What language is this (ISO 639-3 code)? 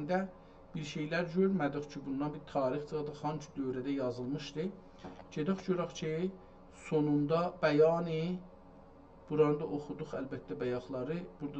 azb